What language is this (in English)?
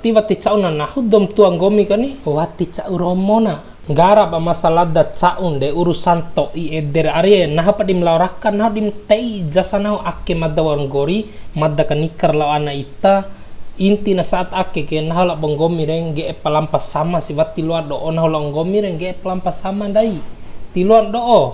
Bima